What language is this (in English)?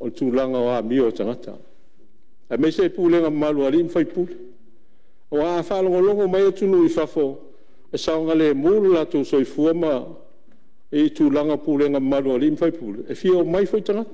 Samoan